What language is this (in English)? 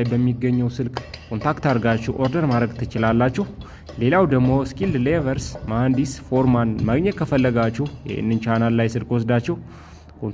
Amharic